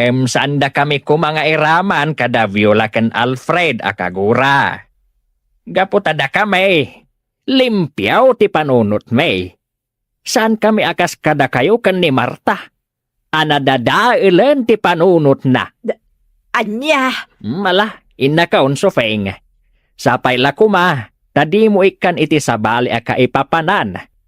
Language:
Iloko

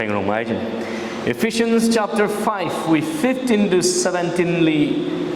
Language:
Tangkhul Naga (India)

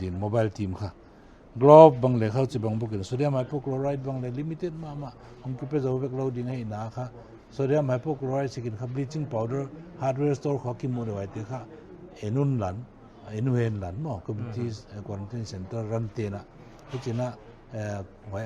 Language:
Paite Chin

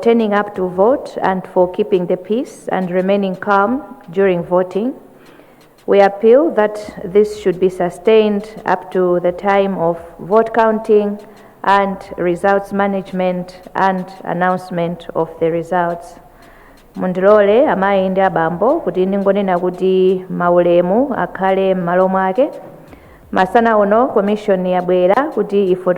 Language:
Nyanja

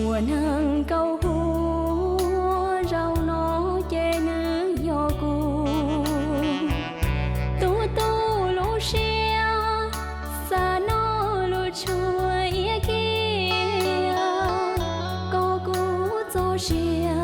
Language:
Hmong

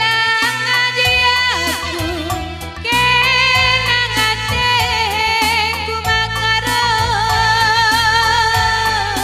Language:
Batak Karo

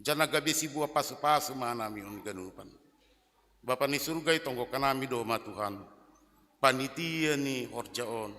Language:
Batak Simalungun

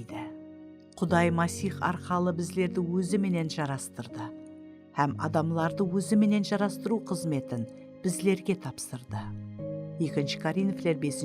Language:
Kara-Kalpak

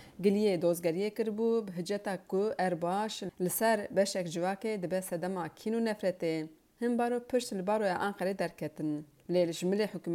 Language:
Kurdish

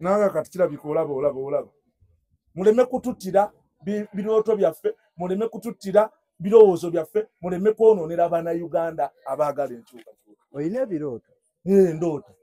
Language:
Ganda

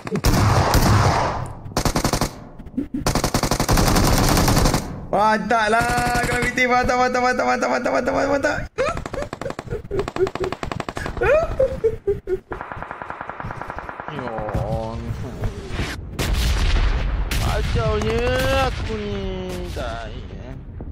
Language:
Malay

